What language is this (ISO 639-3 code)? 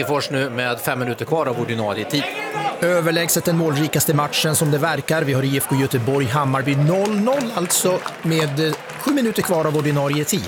swe